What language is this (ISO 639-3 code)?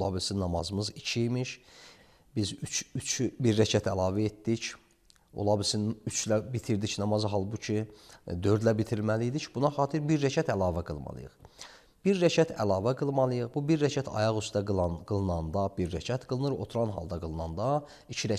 aze